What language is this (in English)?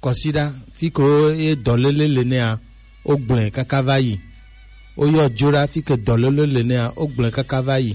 Gen